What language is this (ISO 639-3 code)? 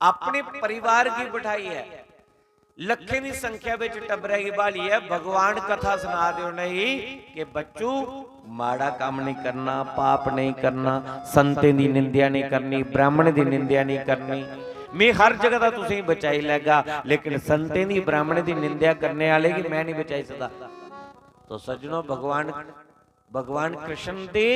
doi